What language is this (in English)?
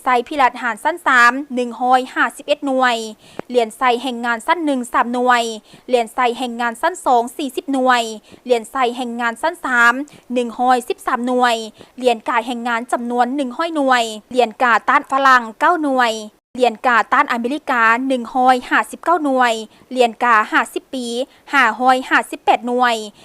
Lao